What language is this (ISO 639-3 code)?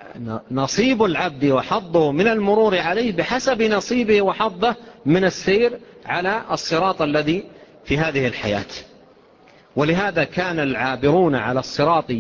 ara